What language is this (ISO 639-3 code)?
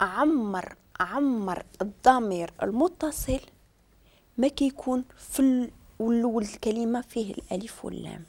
ary